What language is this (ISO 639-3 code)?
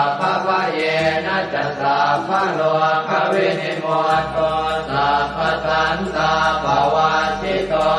pli